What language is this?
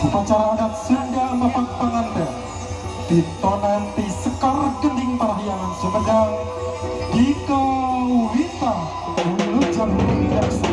Sundanese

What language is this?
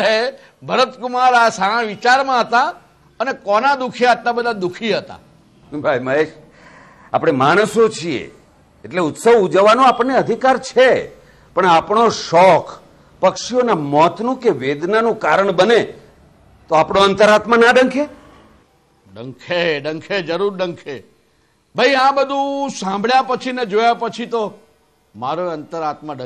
Gujarati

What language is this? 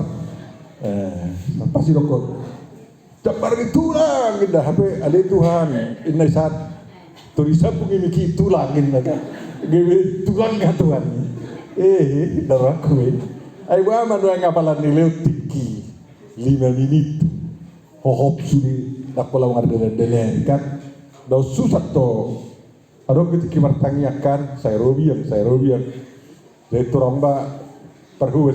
Batak Toba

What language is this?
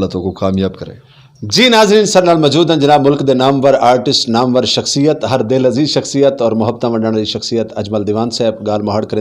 Saraiki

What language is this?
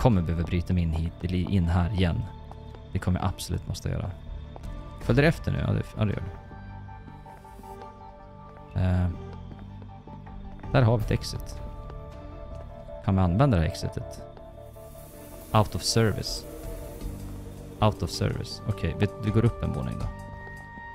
Swedish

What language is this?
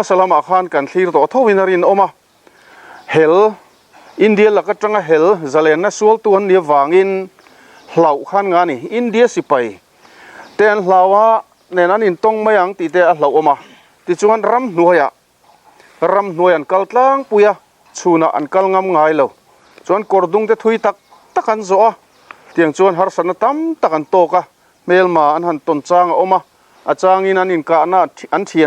Mizo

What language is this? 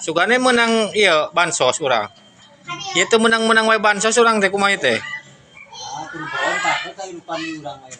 Sundanese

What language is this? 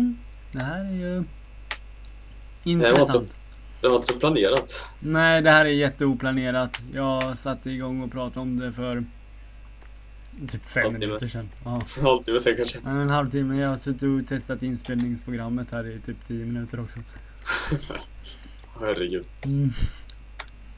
Swedish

